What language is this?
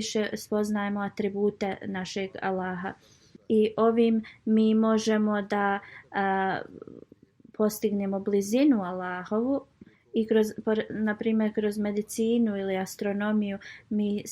Bosnian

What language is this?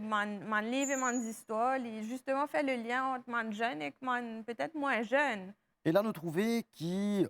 Morisyen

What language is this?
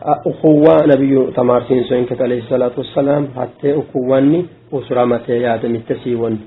Sidamo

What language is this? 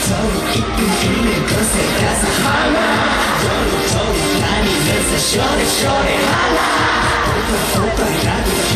Korean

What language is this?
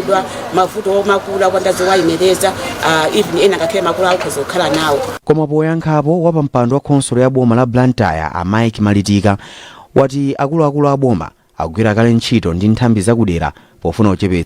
Nyanja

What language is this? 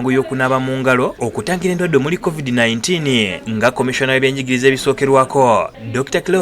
Ganda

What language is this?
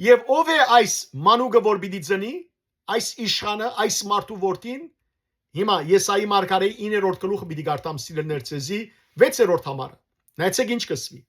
Western Armenian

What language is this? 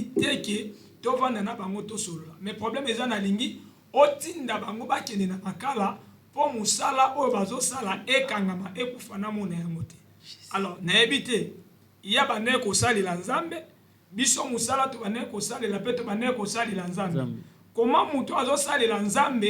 Lingala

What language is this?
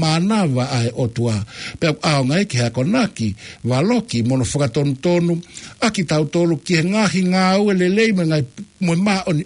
Tongan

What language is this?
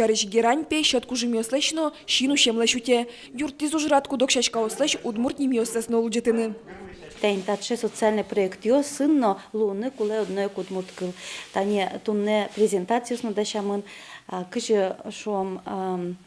Udmurt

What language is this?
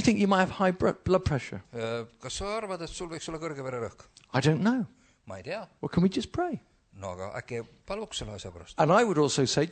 Estonian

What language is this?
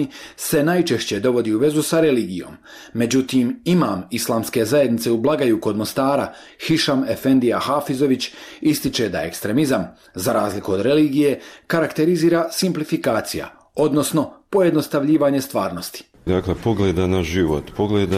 Bosnian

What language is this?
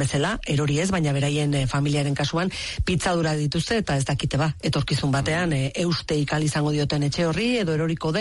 Basque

